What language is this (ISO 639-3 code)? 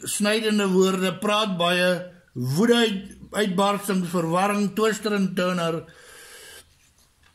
afr